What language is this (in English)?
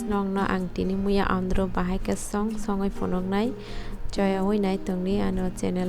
Kok Borok